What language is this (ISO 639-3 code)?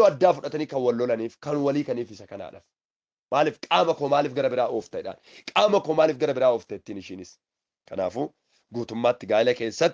orm